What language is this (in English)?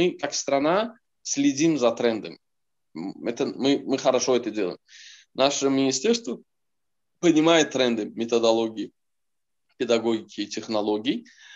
Russian